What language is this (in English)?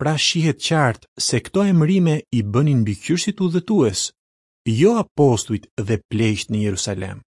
Albanian